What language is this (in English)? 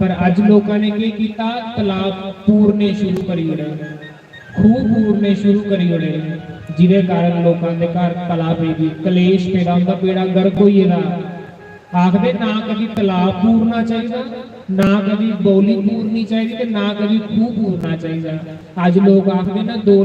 Dogri